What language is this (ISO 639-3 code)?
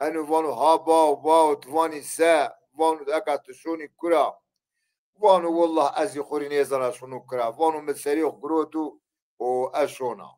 zza